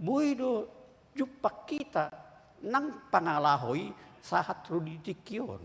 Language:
Batak Toba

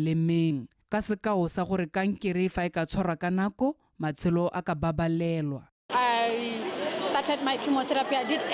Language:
Tswana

